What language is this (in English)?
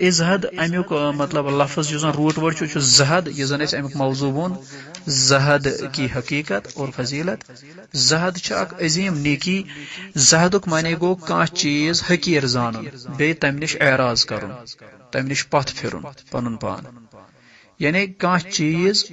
Kashmiri